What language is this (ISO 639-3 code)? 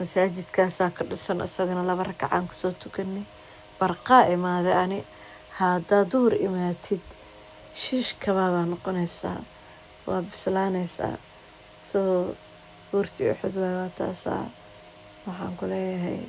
som